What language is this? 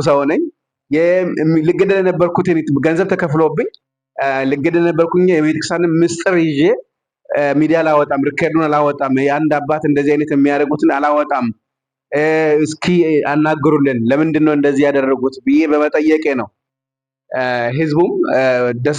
Amharic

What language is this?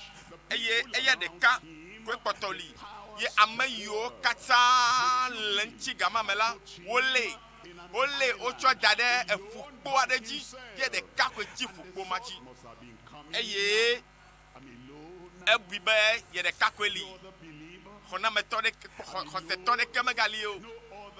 Ewe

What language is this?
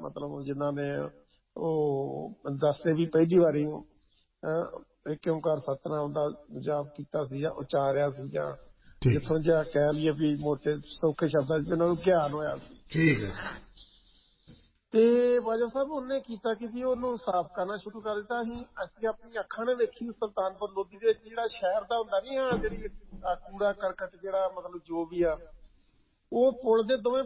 Punjabi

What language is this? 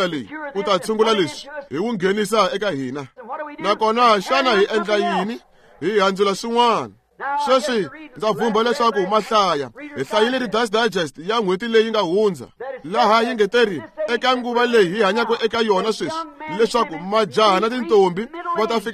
Tsonga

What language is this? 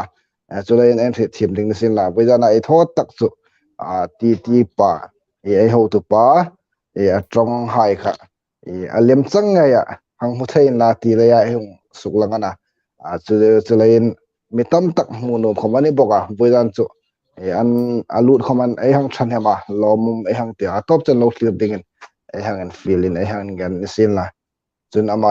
Hmar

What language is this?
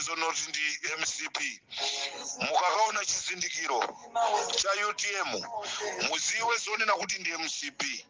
Nyanja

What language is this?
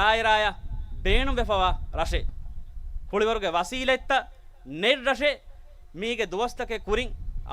Divehi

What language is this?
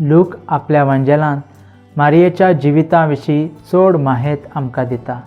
Konkani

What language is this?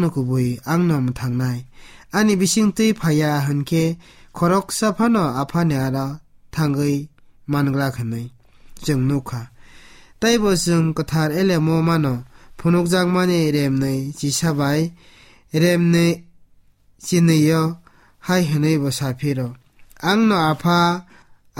Kok Borok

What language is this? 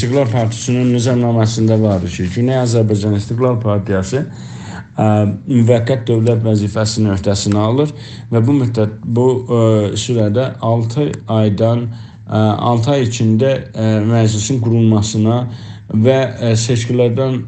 South Azerbaijani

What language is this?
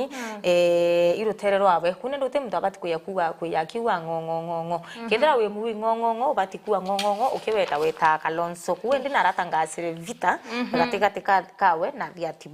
Meru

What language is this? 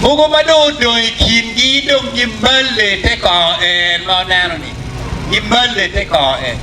Acoli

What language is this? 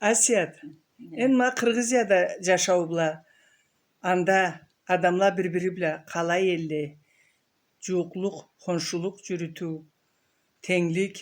Karachay-Balkar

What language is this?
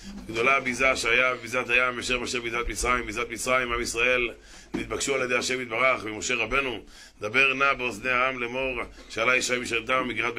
Hebrew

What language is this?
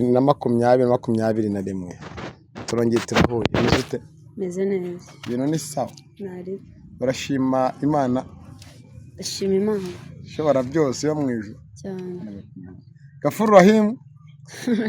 Kinyarwanda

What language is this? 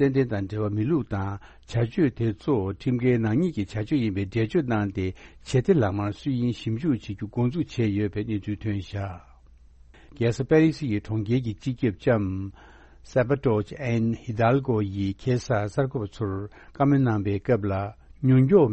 Tibetan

